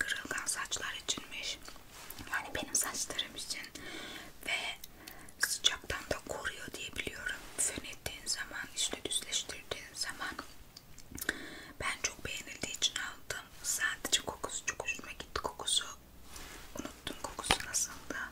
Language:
Turkish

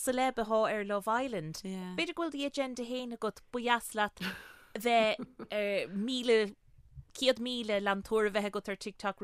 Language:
Irish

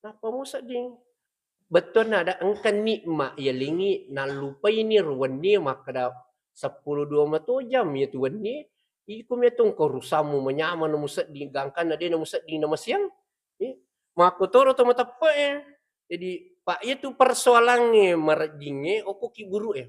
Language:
Buginese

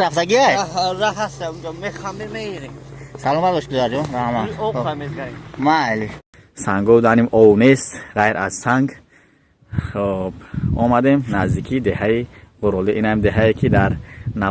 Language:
Tajik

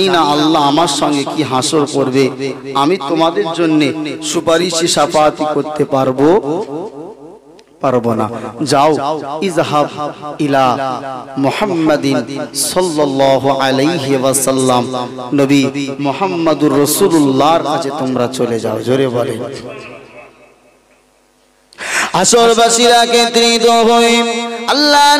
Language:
Bangla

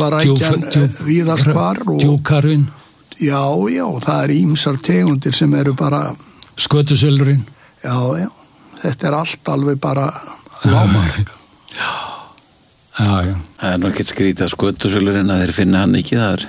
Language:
Icelandic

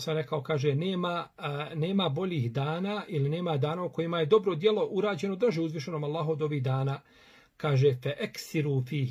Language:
Bosnian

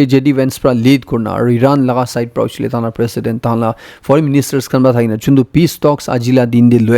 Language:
Naga Pidgin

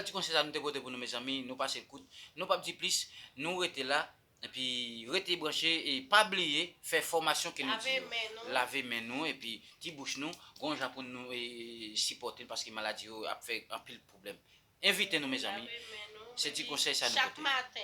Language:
Haitian Creole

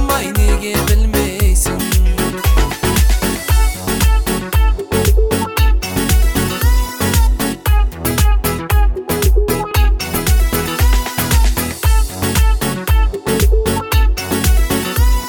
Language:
Kazakh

